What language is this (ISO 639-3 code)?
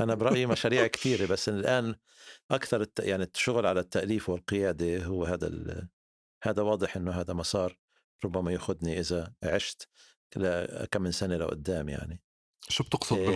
apc